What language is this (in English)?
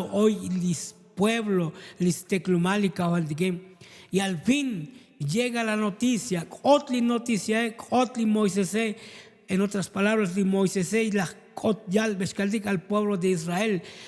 Tzotzil